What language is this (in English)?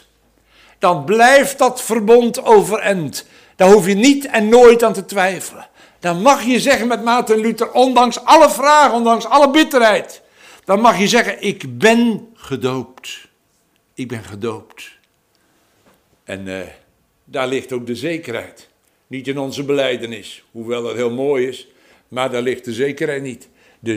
Dutch